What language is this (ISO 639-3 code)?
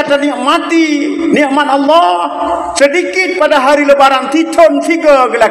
ace